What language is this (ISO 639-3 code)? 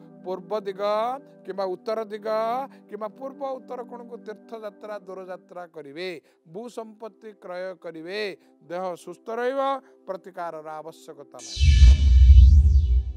ori